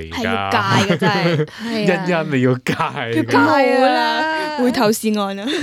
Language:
Cantonese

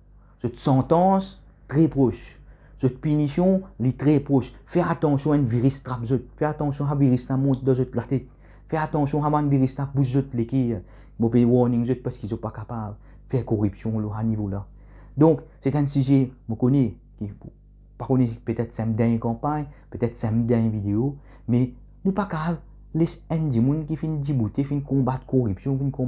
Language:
Morisyen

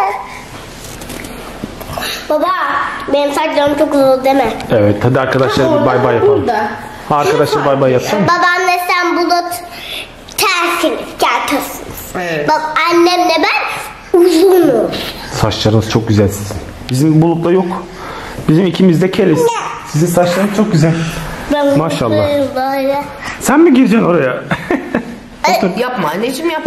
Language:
Turkish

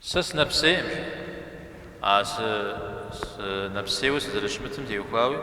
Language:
Kabardian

